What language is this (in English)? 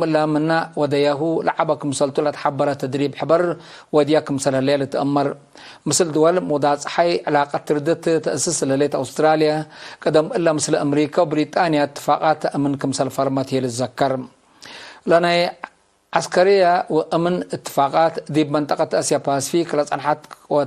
Tigre